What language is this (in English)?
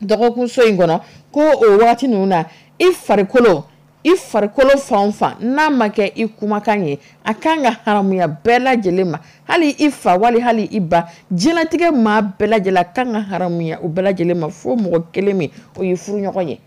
Dyula